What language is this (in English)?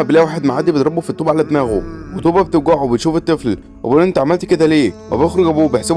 Egyptian Arabic